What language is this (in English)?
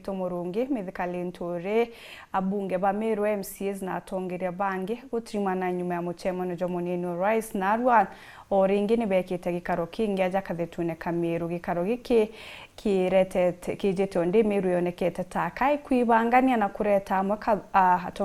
Meru